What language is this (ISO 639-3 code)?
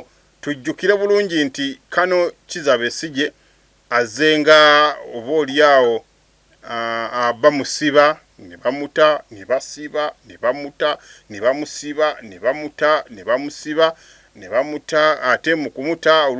lug